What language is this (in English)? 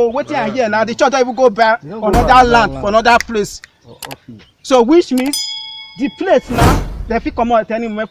Nigerian Pidgin